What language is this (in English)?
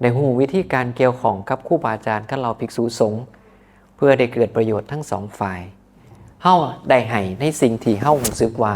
Northeastern Thai